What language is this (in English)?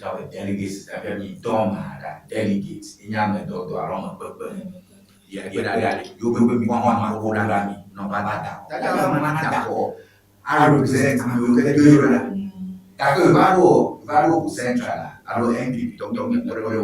Ewe